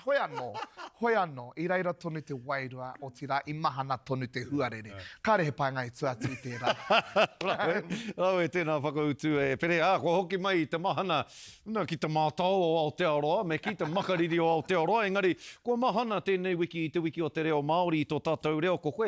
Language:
Māori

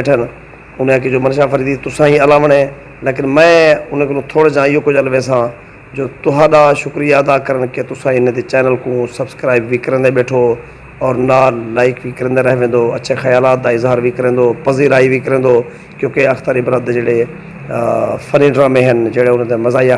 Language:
Saraiki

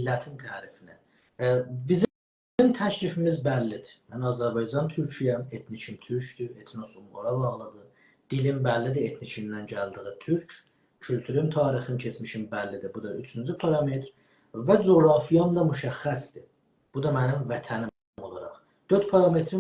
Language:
South Azerbaijani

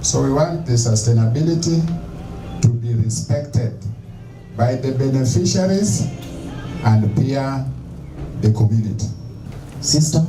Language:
Meru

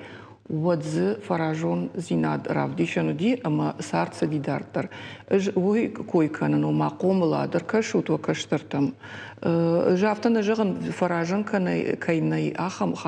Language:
Ossetic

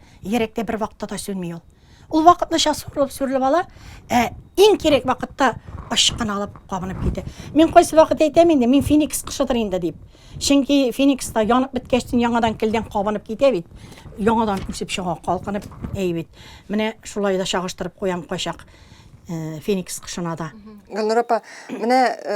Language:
Tatar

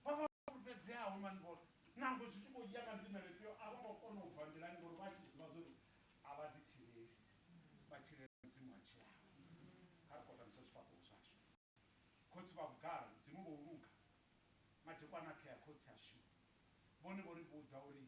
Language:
Venda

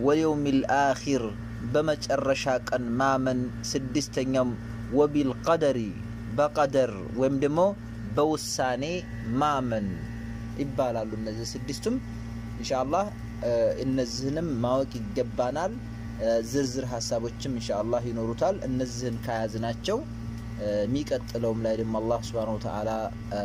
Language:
Amharic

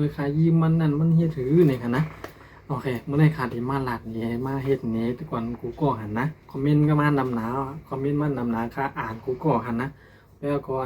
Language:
Shan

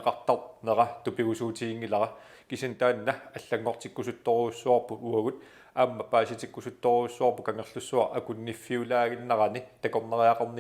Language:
Kalaallisut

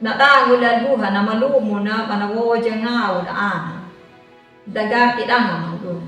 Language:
Anakalangu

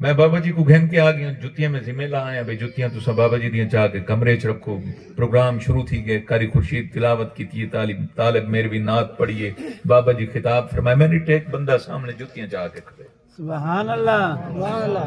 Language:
Saraiki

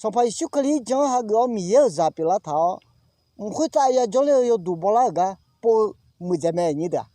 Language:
Akha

